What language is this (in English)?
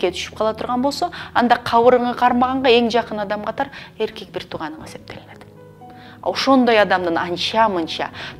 Kyrgyz